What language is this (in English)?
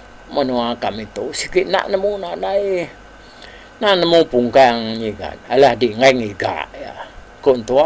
Iban